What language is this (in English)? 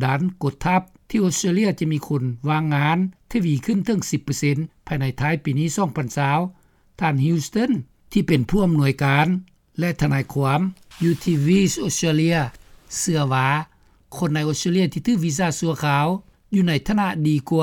Lao